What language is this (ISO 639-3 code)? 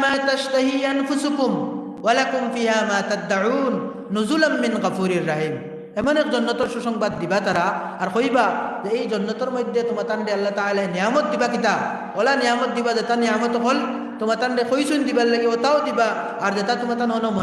syl